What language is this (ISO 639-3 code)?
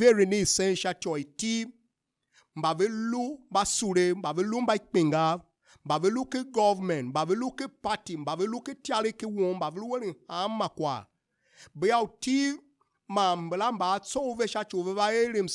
tiv